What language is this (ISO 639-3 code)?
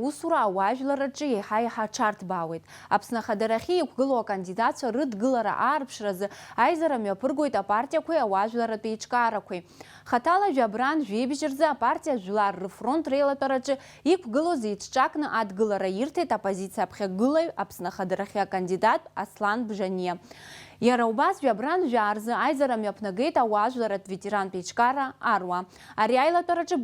abk